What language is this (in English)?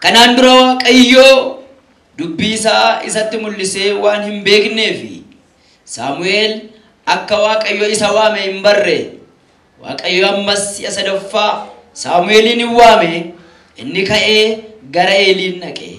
Oromo